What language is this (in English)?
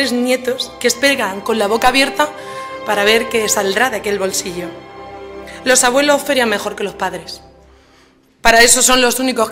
Spanish